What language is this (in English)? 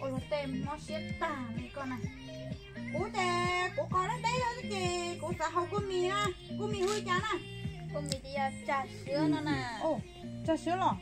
Hmong